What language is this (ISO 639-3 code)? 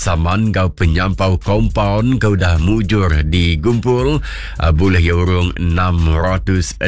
iba